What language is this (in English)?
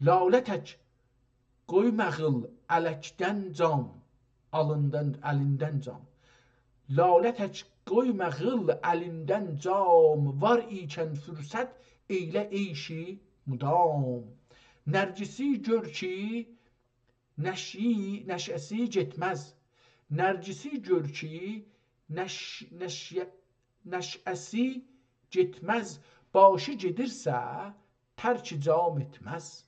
South Azerbaijani